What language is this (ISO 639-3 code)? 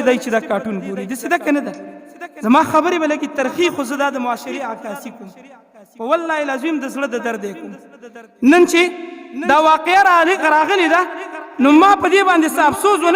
pus